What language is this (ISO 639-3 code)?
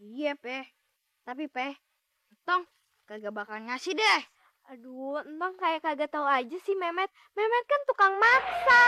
bew